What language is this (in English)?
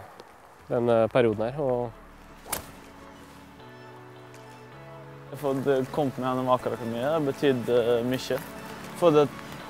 Norwegian